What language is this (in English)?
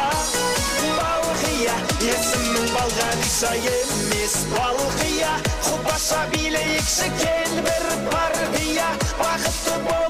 Kara-Kalpak